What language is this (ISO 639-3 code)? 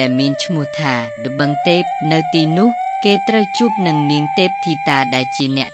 khm